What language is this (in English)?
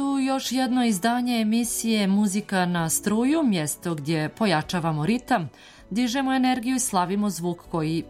Serbian